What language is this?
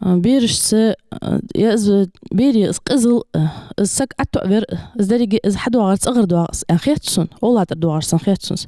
Ingush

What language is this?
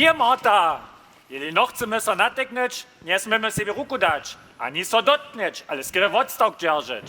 Upper Sorbian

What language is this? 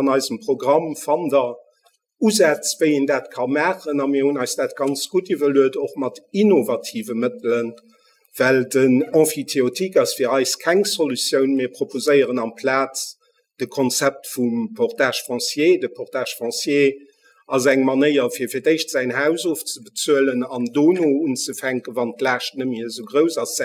Luxembourgish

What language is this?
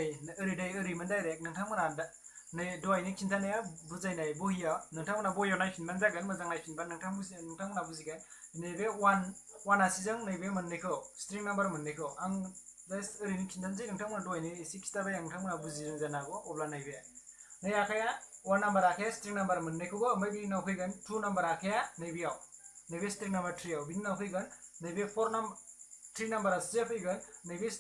Bodo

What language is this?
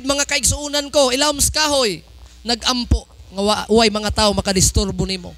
Cebuano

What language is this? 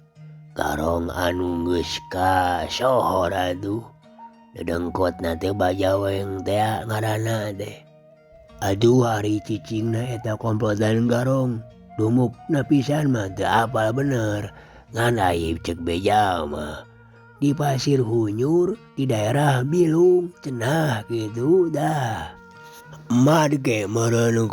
Sundanese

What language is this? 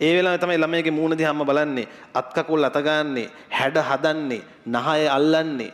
Sinhala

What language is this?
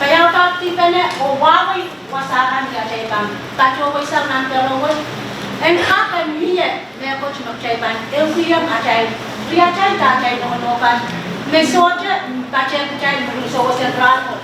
Pohnpeian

